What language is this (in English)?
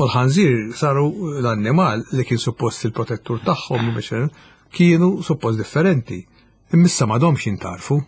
Maltese